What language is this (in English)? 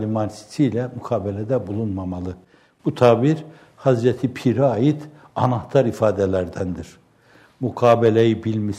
Turkish